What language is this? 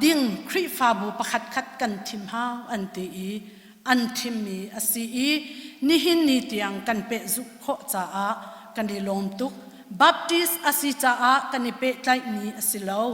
Hakha Chin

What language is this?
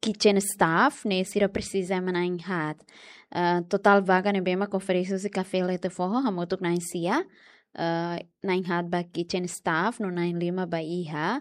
Tetum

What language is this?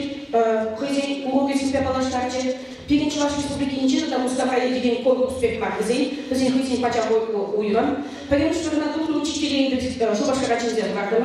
Chuvash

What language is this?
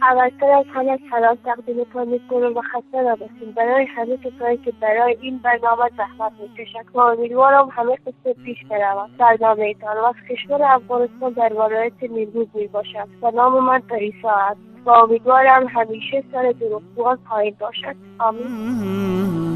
Tajik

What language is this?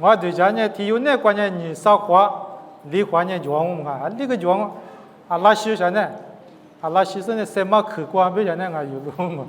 Lisu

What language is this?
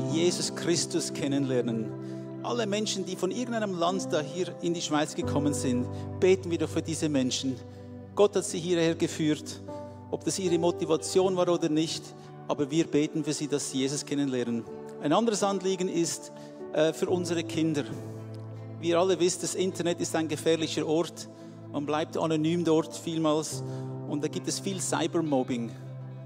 Swiss German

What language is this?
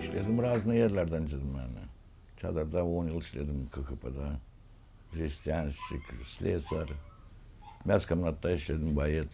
Gagauz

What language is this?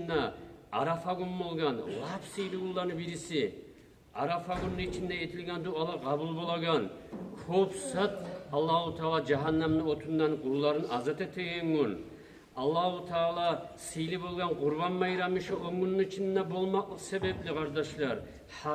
Kumyk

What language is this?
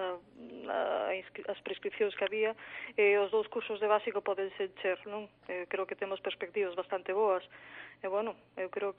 Galician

